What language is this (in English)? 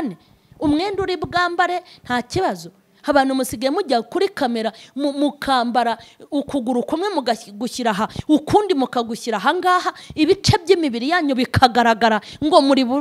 Kinyarwanda